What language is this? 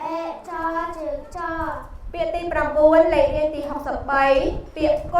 Khmer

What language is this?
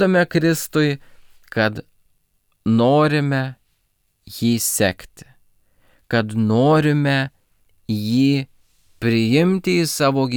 Lithuanian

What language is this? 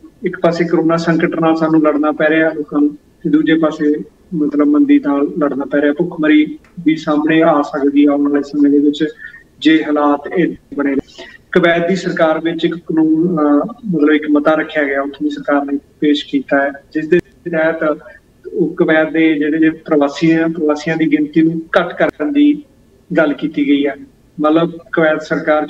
Punjabi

